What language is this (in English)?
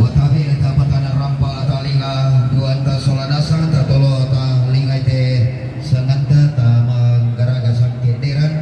Toraja-Sa'dan